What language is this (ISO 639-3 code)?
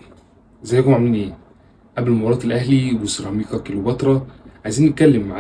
arz